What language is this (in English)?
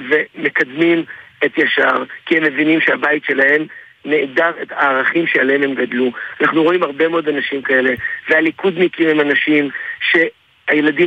Hebrew